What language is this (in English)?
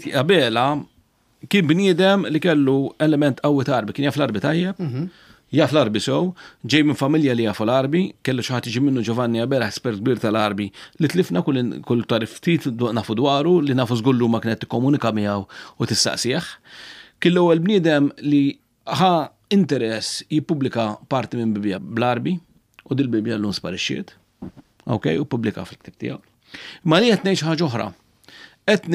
Maltese